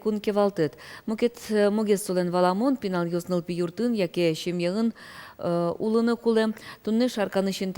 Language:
Udmurt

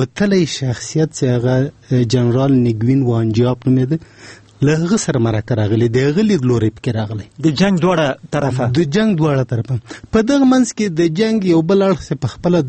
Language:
Pashto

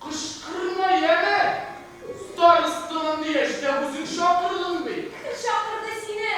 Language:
Bashkir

